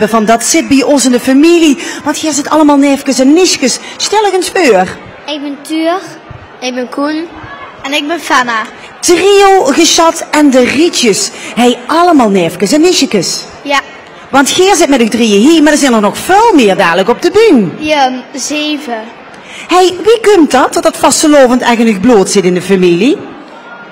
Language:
Limburgish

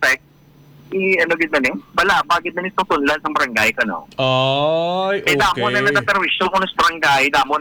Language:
Hiligaynon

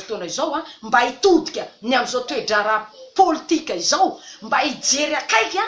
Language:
Malagasy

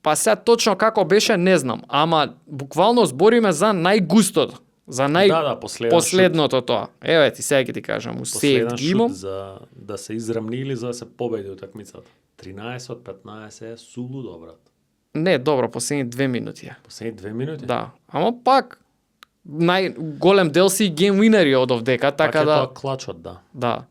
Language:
Macedonian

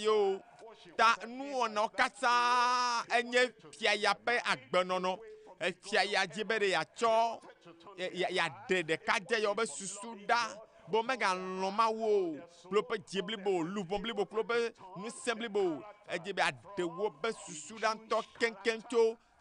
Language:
Ewe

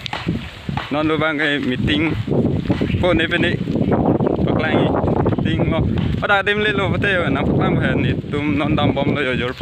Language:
Karbi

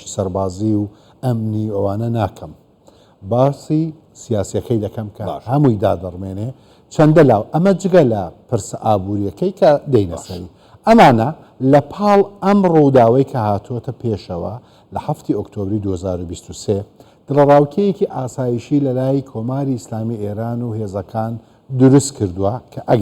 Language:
Central Kurdish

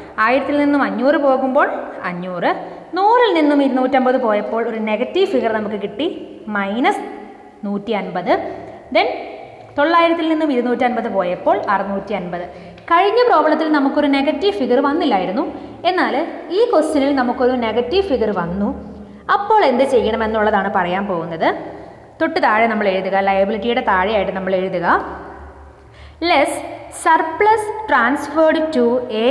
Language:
Malayalam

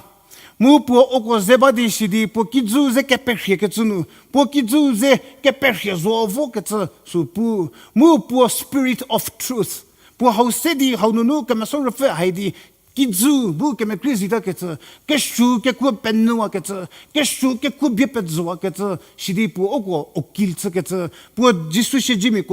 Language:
Angami Naga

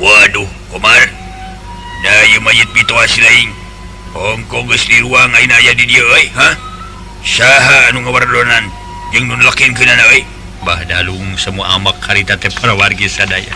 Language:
Sundanese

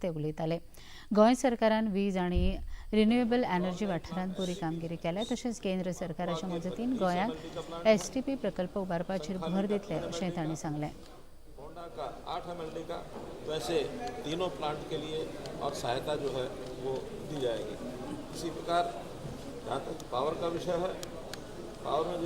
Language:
Konkani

